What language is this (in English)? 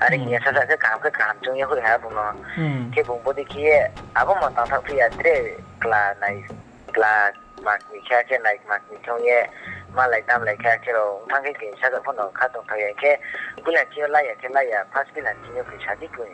Riang (India)